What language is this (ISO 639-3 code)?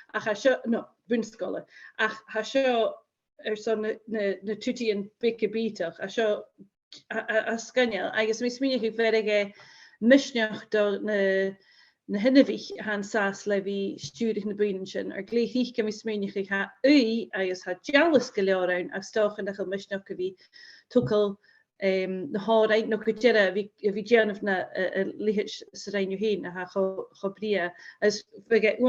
gla